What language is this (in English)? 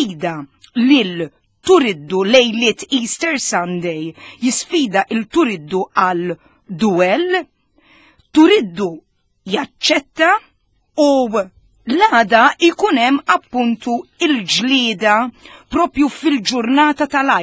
Maltese